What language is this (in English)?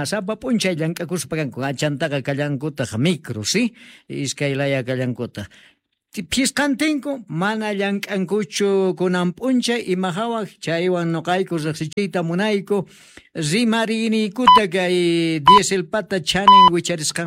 Quechua